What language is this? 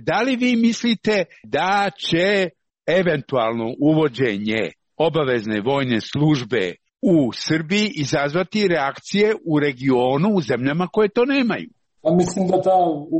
Serbian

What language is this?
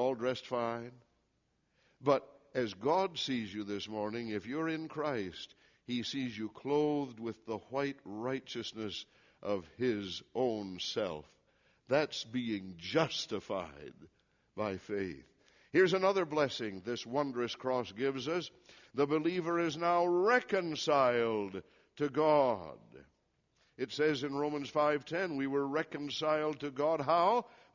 English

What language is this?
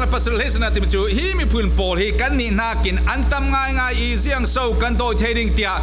Falam Chin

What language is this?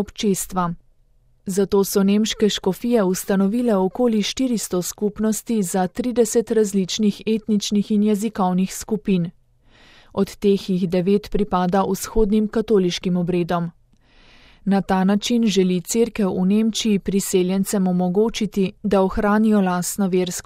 Slovenian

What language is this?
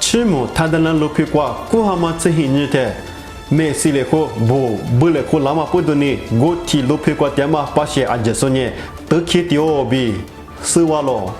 Lisu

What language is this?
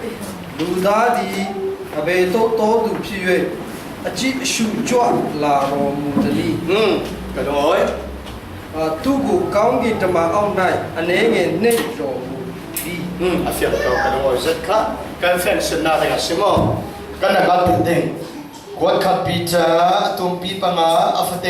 Falam Chin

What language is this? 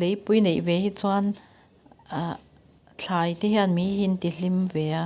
Mizo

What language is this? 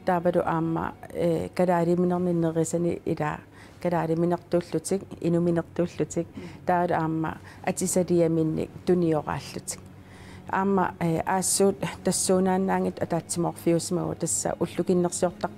Kalaallisut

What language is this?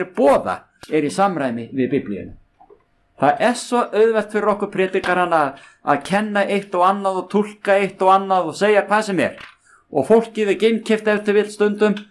Icelandic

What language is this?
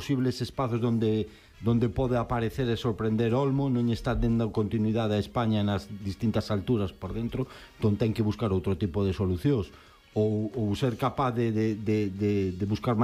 Galician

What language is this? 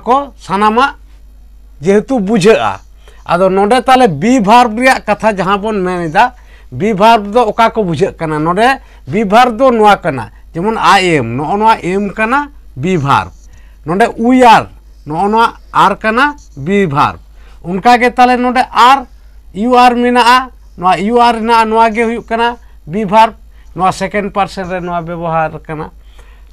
Santali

